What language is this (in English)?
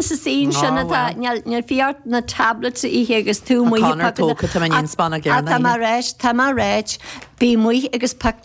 Irish